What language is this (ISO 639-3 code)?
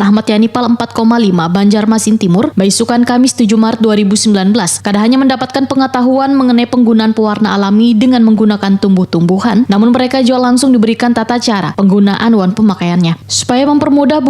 bjn